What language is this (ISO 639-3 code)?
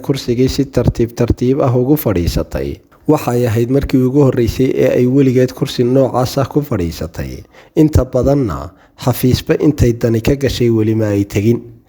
som